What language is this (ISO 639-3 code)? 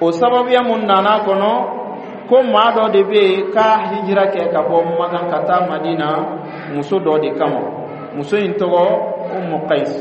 bam